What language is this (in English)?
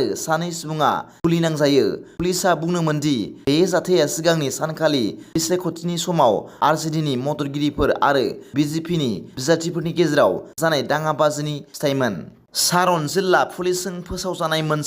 Bodo